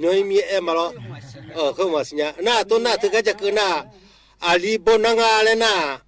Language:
Akha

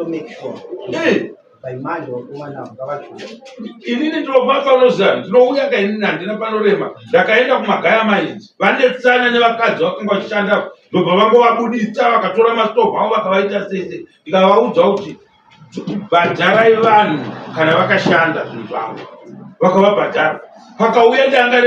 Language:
Shona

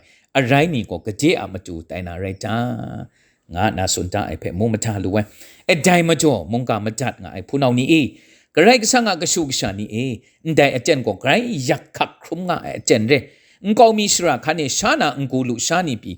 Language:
Kachin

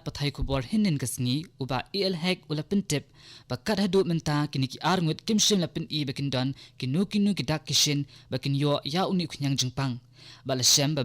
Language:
Khasi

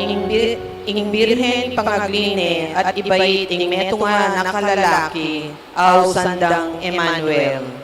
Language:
Pampanga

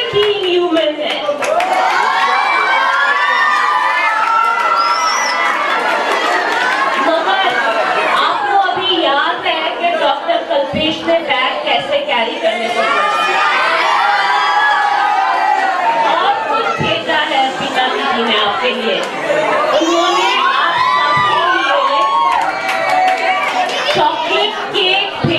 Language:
Hindi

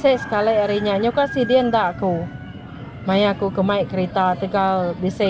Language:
Iban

